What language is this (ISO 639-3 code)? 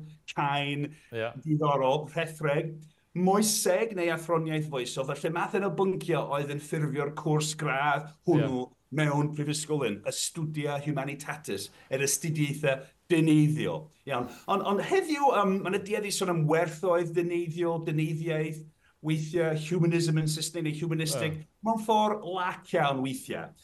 cym